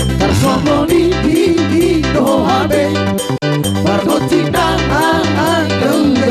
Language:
Batak Toba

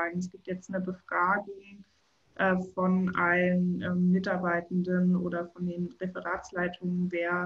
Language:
German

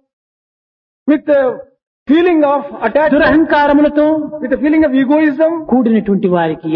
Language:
Telugu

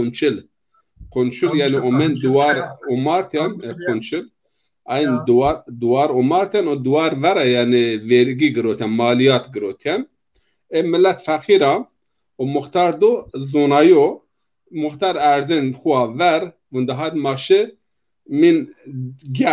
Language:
Zaza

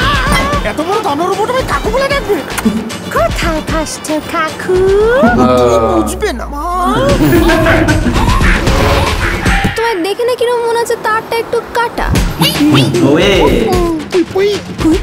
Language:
Bangla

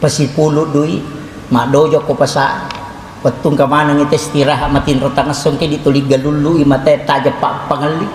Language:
Buginese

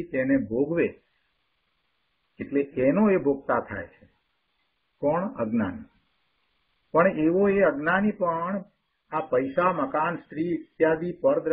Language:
Gujarati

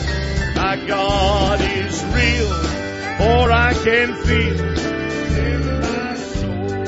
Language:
English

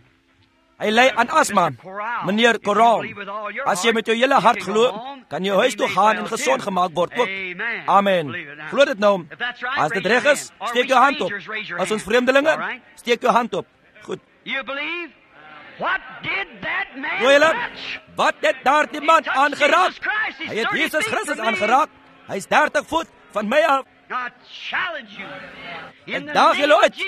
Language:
Afrikaans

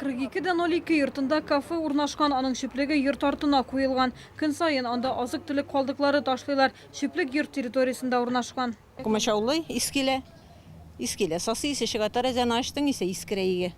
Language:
Tatar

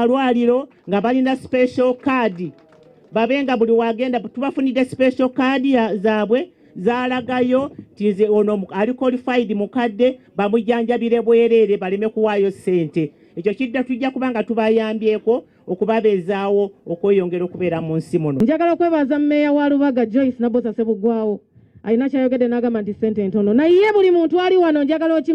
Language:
Ganda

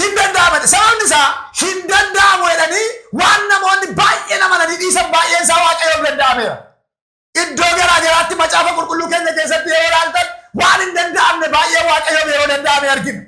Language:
Oromo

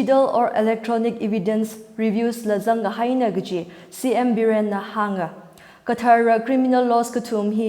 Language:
Tangkhul Naga (India)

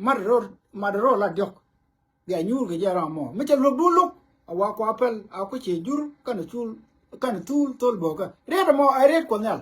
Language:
Nuer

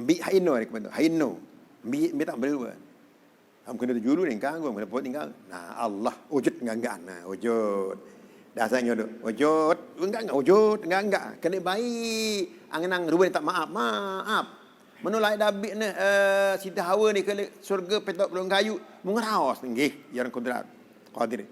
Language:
Sasak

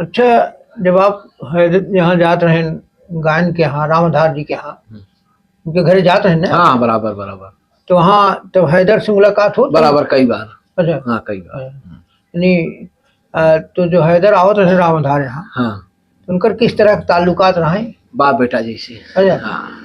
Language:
Awadhi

